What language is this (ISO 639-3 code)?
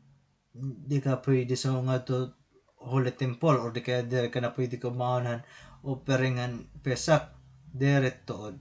war